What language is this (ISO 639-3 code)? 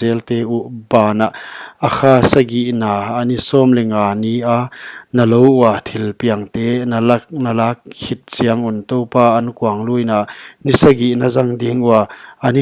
pck